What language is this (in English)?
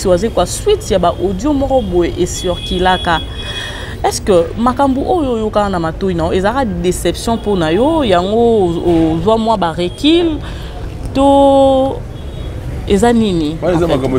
Lingala